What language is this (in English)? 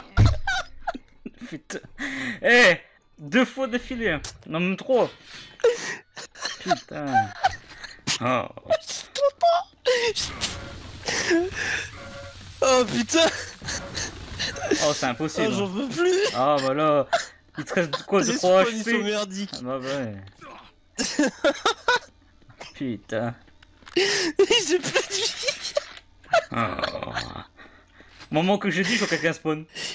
French